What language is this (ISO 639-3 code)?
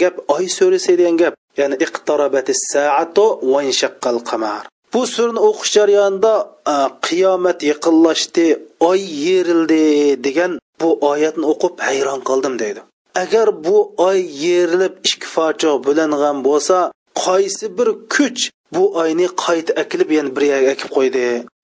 uig